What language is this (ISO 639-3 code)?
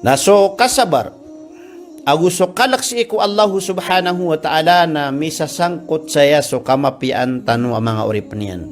mrw